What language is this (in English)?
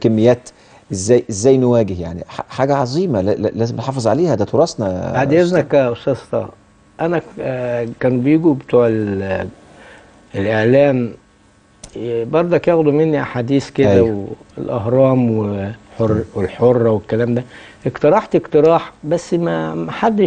Egyptian Arabic